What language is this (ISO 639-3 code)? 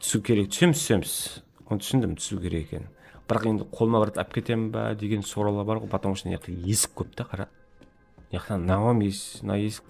kaa